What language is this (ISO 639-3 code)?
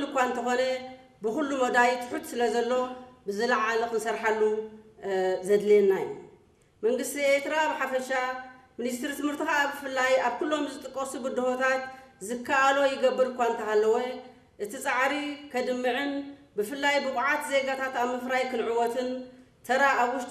tir